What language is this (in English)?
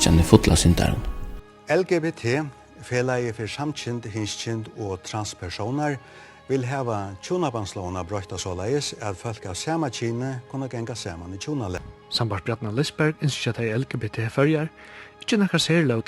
Faroese